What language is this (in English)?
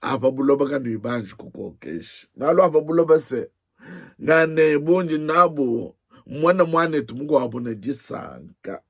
Luba-Lulua